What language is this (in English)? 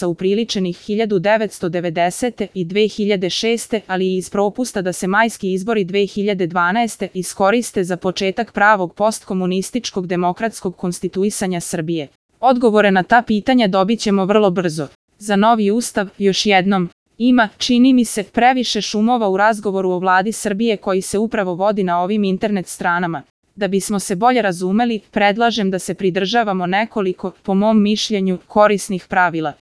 Serbian